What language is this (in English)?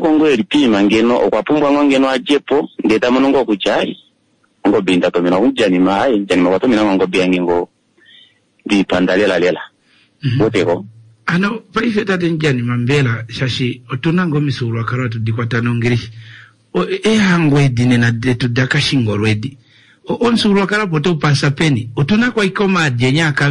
Kuanyama